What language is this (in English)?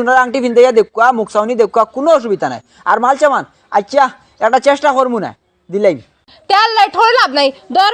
Sylheti